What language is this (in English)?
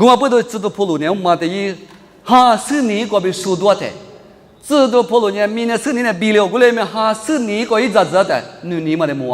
Lisu